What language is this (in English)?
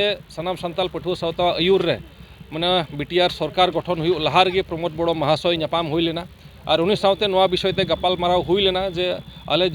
Santali